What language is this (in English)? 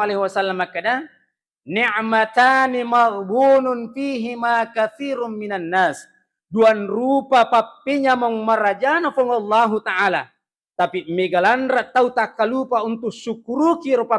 Buginese